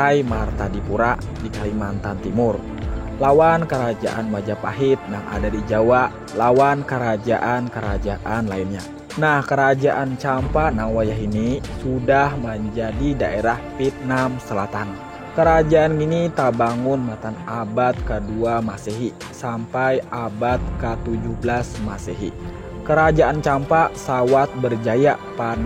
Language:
Banjar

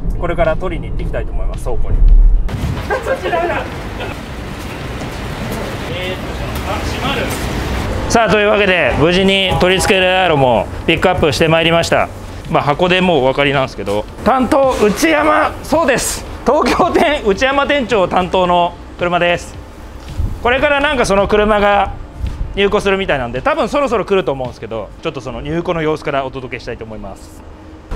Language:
Japanese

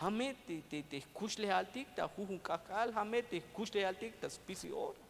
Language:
Tzeltal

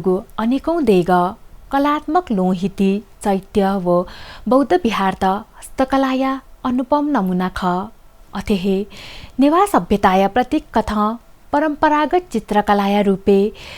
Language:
Newari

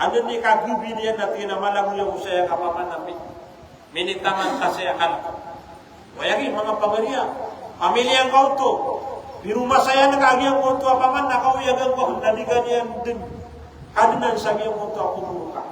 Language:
Maranao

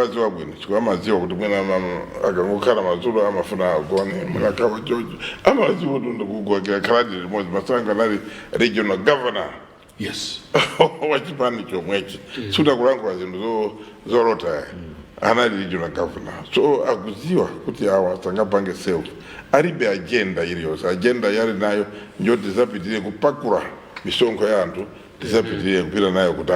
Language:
Nyanja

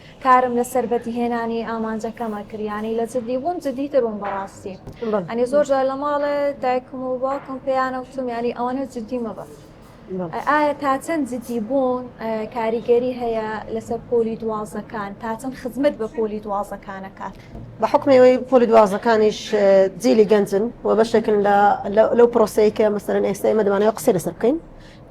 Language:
Central Kurdish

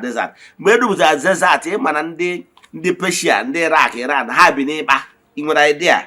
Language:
Igbo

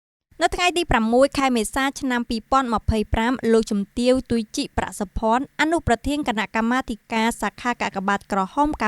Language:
Khmer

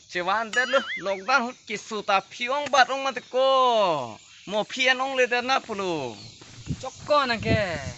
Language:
Karbi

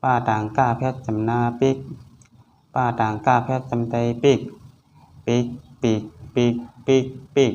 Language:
Shan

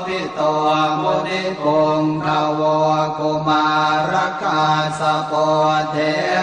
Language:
Pali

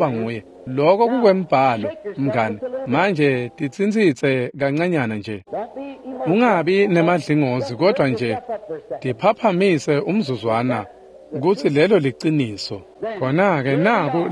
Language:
Swati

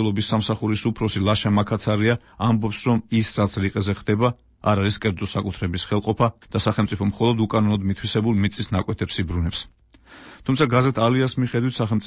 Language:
Georgian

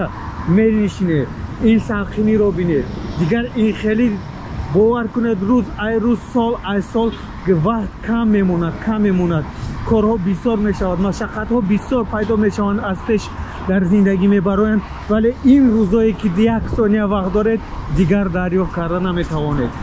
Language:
Tajik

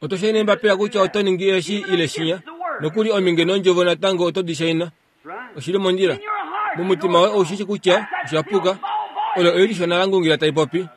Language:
Kuanyama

